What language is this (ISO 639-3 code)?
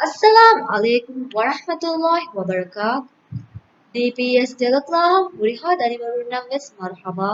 div